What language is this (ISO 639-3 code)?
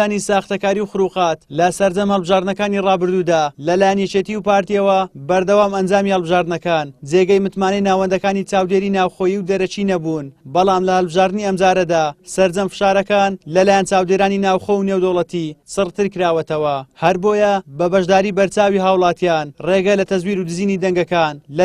ckb